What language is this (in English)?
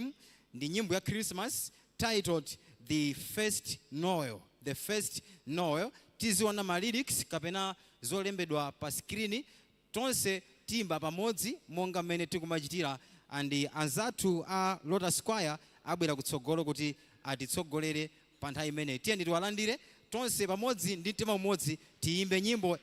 Nyanja